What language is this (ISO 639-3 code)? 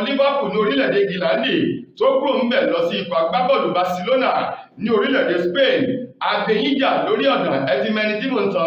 yor